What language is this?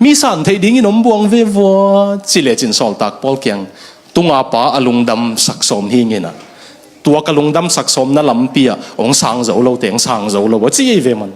Tedim Chin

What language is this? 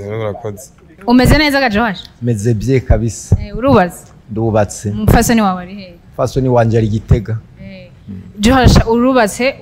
Rundi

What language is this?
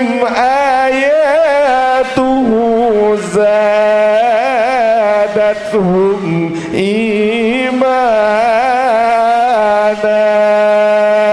Sasak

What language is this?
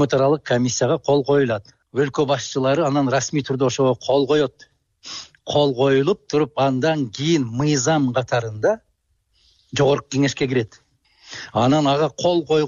Kyrgyz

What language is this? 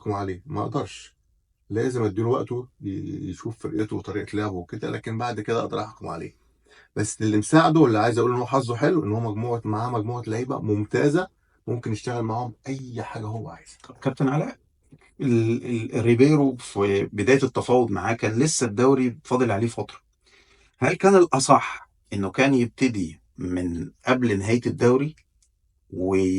Egyptian Arabic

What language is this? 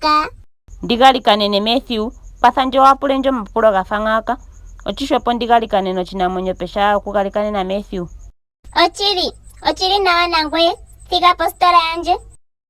Ndonga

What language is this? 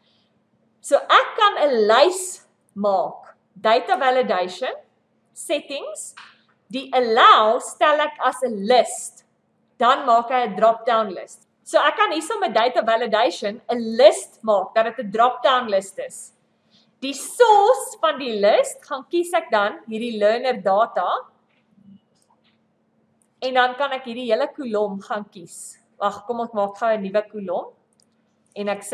Afrikaans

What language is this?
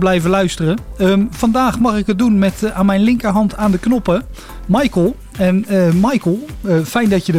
Dutch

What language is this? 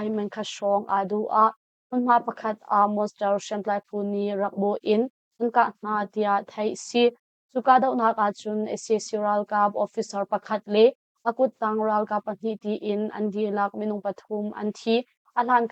Hakha Chin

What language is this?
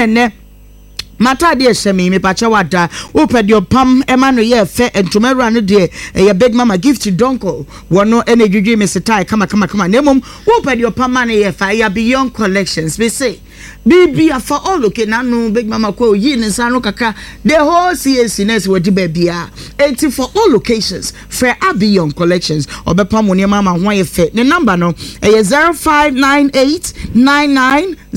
Akan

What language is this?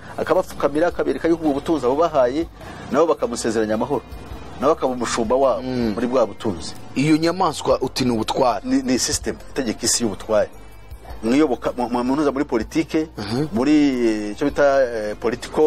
Kinyarwanda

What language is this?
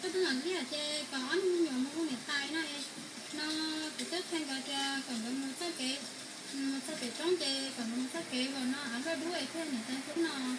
Hmong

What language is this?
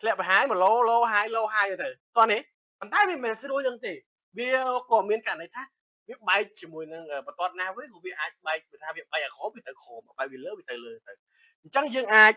Khmer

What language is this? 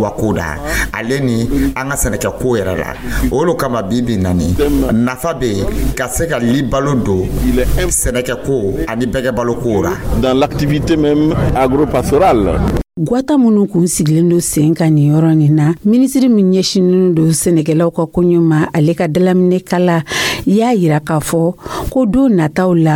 Dyula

